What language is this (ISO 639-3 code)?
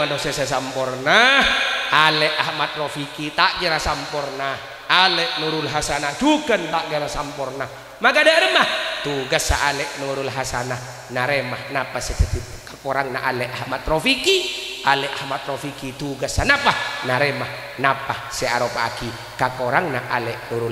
mad